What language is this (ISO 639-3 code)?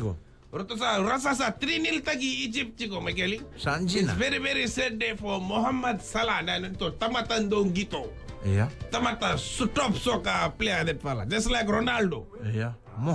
fij